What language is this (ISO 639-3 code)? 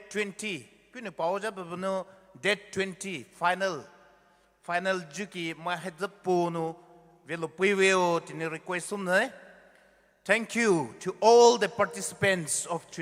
pmx